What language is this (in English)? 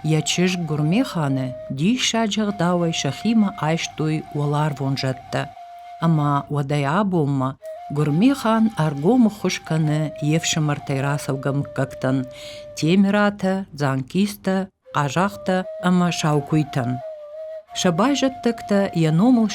Ossetic